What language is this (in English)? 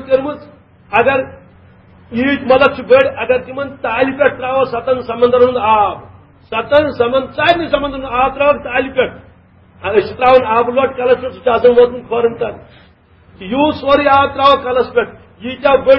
Kashmiri